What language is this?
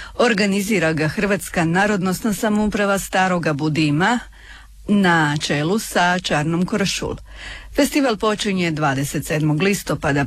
Croatian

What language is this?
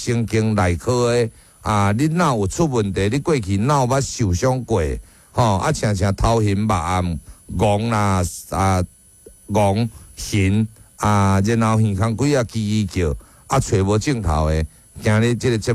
Min Nan Chinese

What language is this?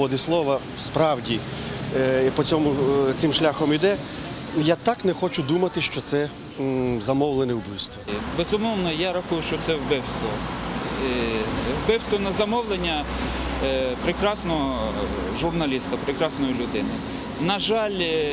Ukrainian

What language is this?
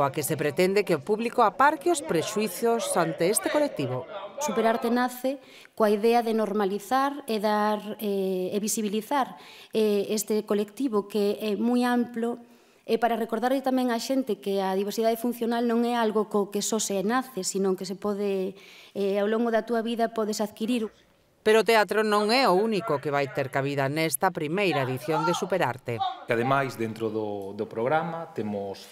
Galician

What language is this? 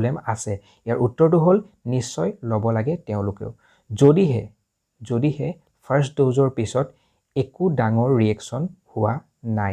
Assamese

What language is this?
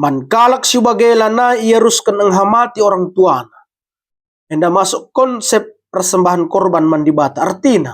Batak Karo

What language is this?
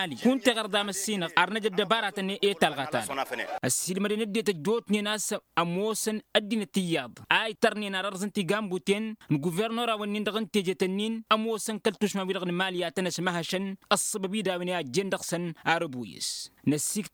Tamasheq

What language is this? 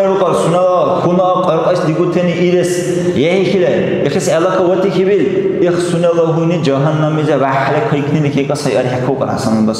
Dargwa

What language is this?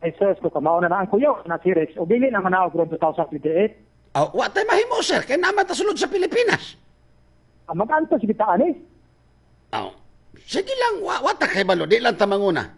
Cebuano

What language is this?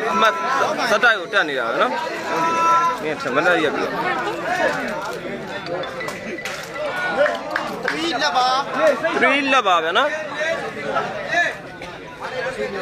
Burmese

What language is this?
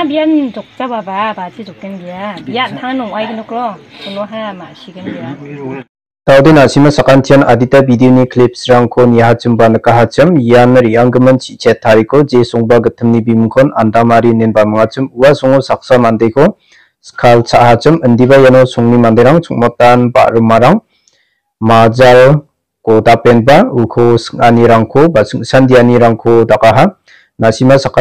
Garo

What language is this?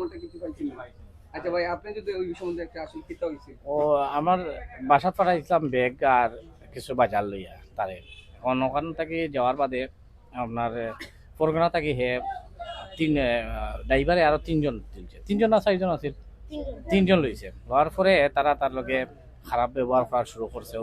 Sylheti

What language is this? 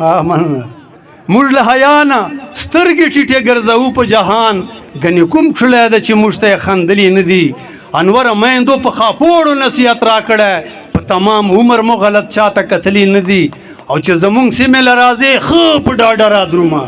Pashto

